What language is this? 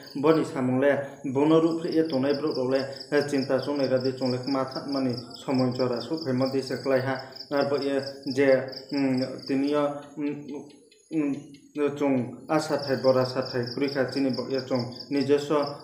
Riang (India)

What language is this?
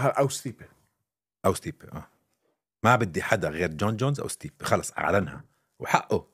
North Levantine Arabic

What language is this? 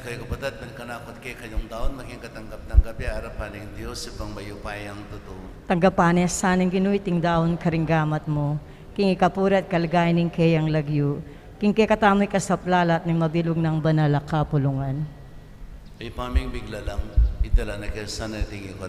Pampanga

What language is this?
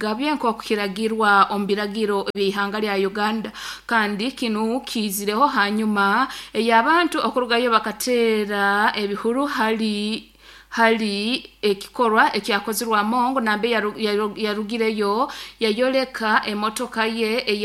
Nyoro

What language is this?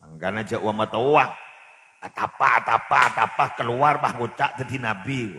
Madurese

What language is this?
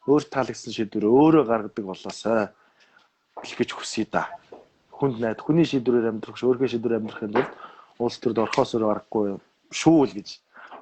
Mongolian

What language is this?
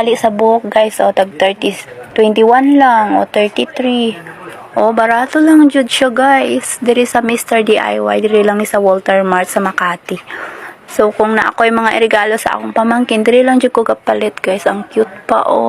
Cebuano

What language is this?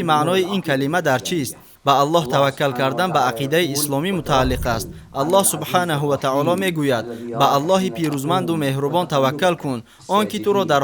Tajik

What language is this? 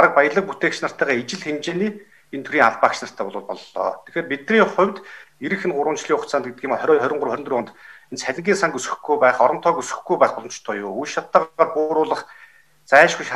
Mongolian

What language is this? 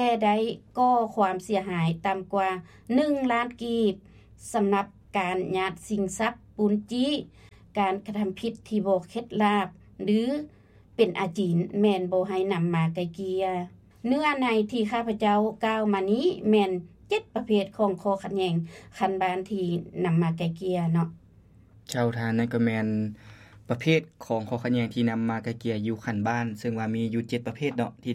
Lao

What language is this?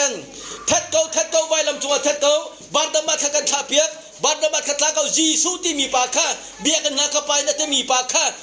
Hakha Chin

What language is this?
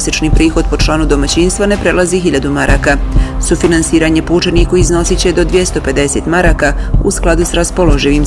Bosnian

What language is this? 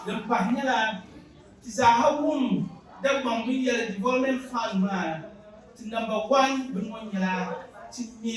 Dagbani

